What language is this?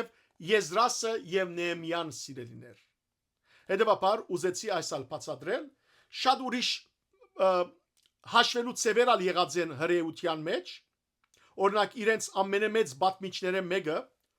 Western Armenian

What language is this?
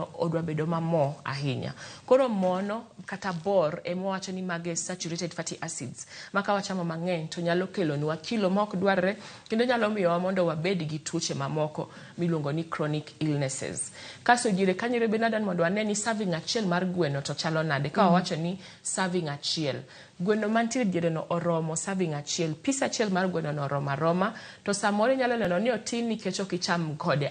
Luo (Kenya and Tanzania)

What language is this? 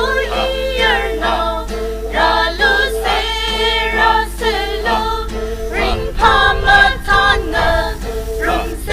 Tangkhul Naga (India)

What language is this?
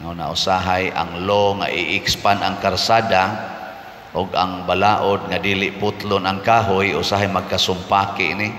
Cebuano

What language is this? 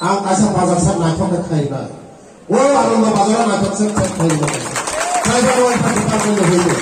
Riang (India)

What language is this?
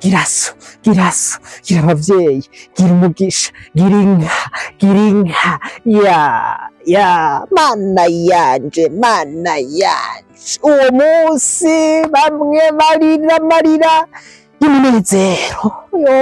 Rundi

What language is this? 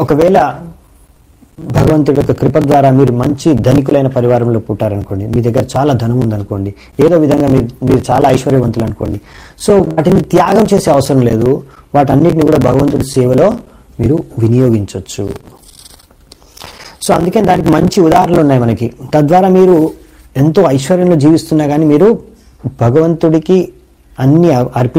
Telugu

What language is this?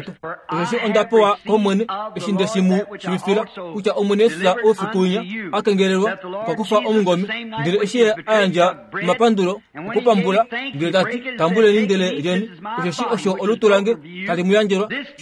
Kuanyama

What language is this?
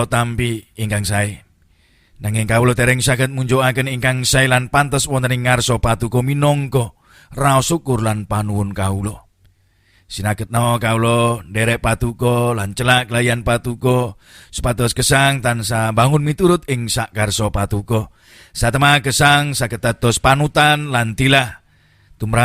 Javanese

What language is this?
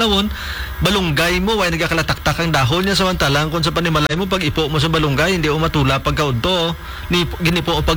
Hiligaynon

